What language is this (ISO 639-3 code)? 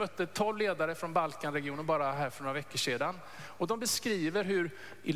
swe